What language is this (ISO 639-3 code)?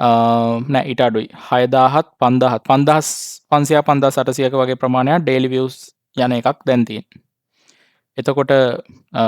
sin